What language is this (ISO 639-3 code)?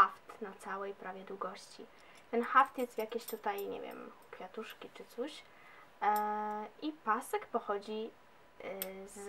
pol